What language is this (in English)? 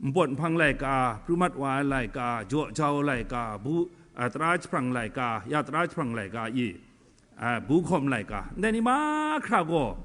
Kachin